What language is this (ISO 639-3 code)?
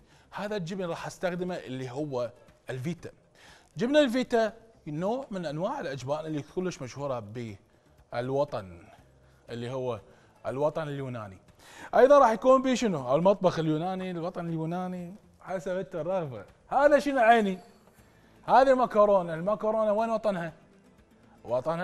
acm